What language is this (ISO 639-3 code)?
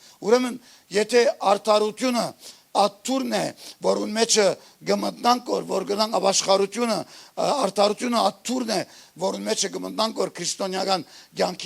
hyw